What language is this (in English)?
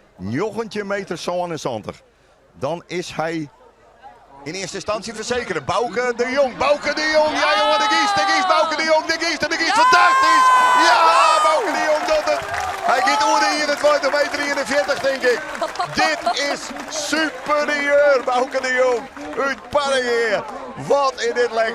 Western Frisian